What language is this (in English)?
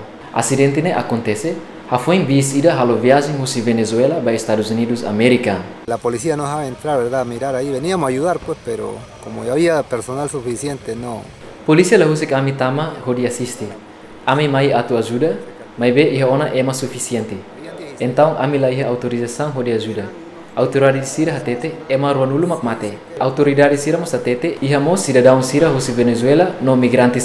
Tetum